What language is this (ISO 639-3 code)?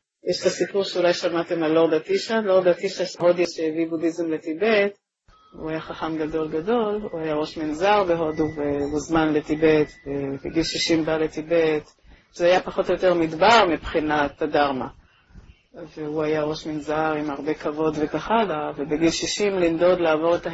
heb